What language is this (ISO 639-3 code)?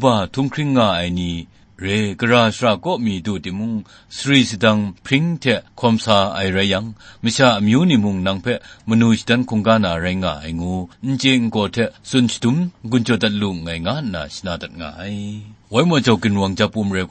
kac